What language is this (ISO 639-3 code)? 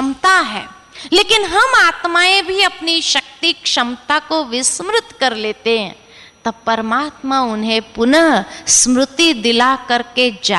hin